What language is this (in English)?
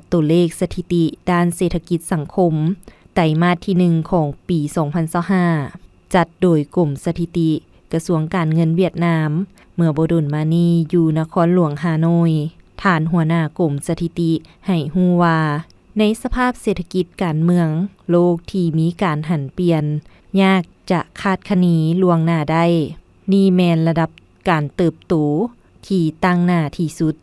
Lao